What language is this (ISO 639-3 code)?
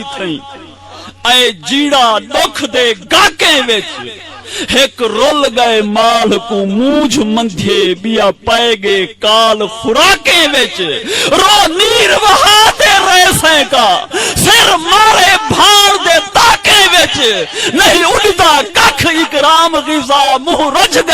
skr